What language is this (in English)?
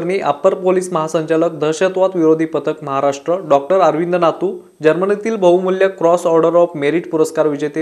Marathi